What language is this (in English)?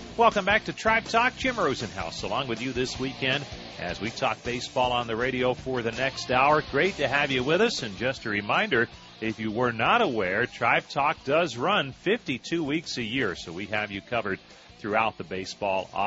English